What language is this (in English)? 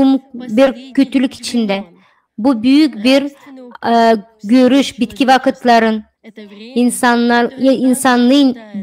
Gagauz